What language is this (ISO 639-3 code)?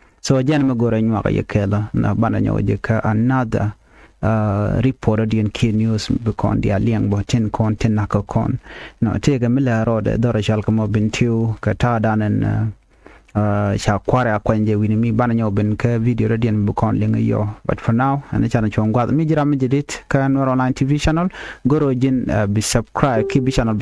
nus